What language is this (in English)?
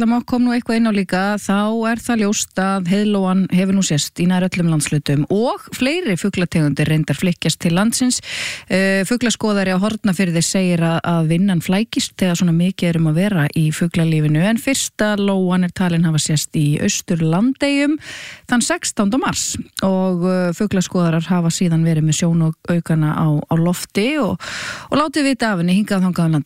Icelandic